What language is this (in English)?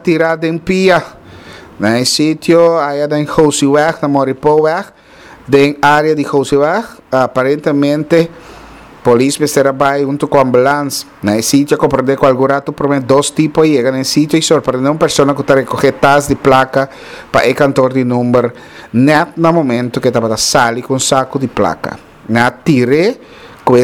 Papiamento